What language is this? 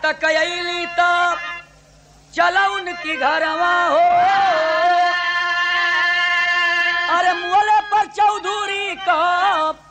Bhojpuri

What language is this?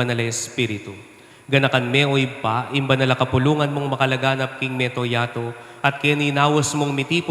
Pampanga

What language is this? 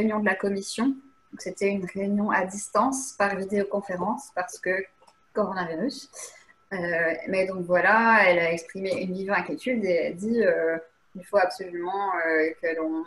French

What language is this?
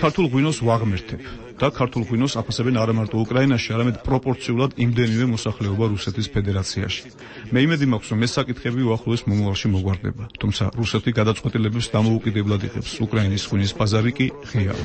Georgian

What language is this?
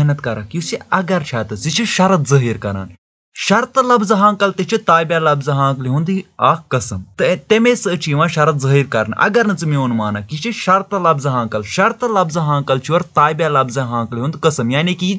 Kashmiri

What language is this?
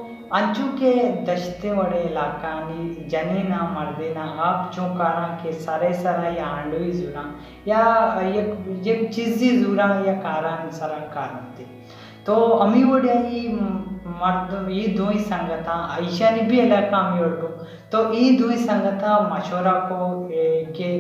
Baluchi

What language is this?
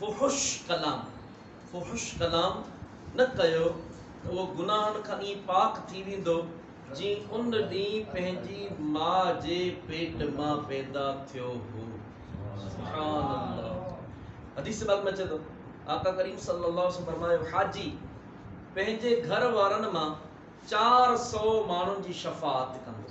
Sindhi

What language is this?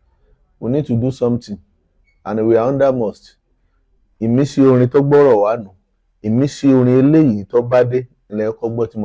Yoruba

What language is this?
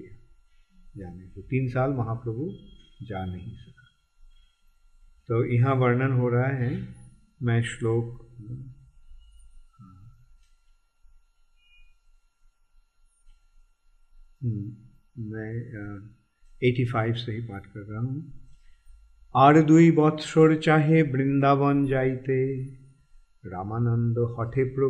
Hindi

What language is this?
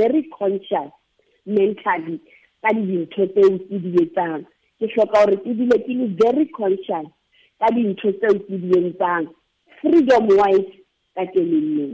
Southern Sotho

